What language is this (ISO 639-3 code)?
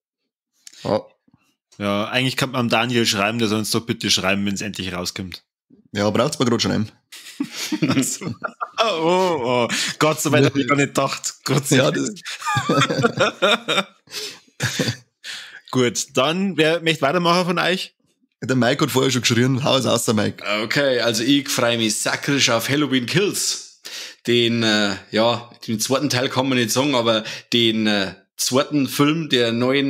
bar